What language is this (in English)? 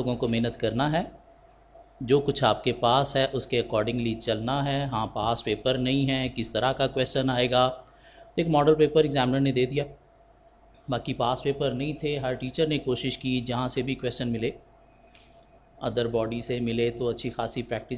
Hindi